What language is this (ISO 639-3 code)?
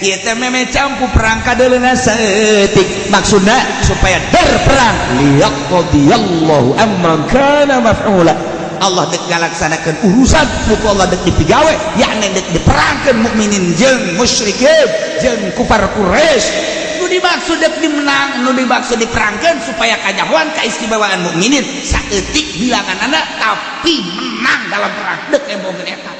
sun